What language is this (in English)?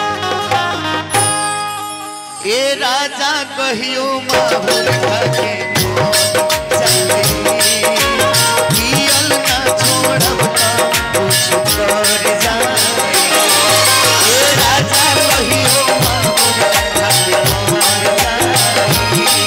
Bhojpuri